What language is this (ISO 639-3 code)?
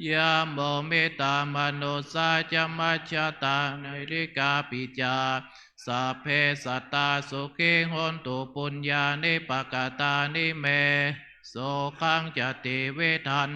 pli